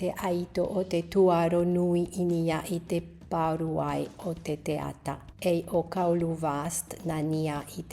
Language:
Tahitian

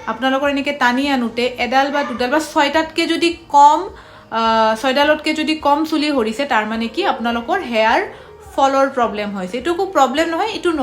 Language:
Assamese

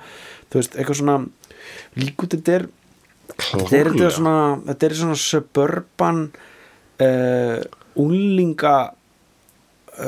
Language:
Icelandic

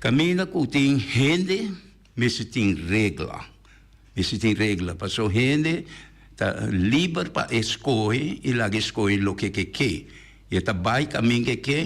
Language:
Papiamento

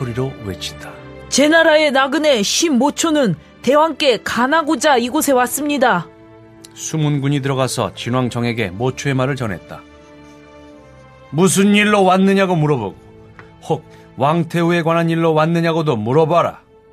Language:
Korean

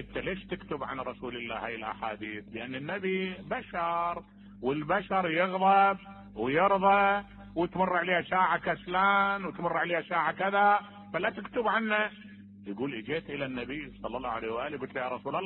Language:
Mesopotamian Arabic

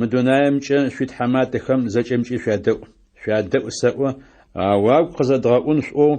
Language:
Adyghe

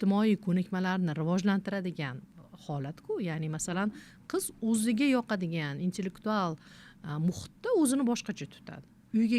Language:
Uzbek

